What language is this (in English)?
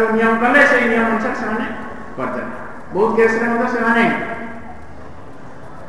Odia